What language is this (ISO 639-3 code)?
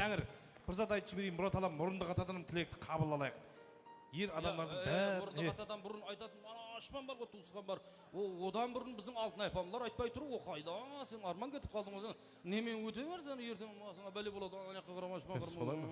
kaa